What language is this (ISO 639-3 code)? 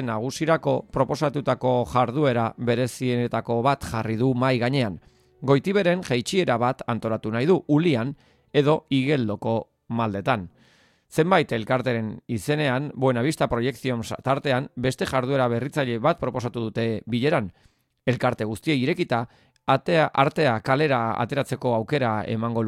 eus